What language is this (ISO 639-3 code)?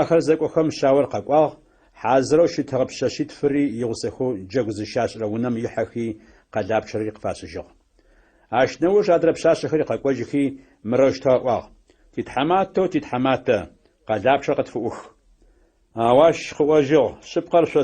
ady